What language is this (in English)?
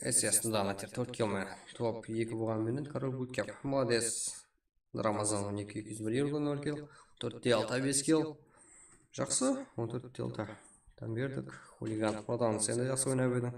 Kara-Kalpak